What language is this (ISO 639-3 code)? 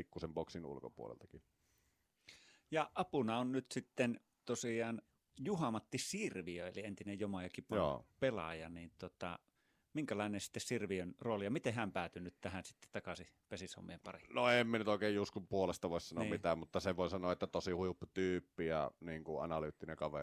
fin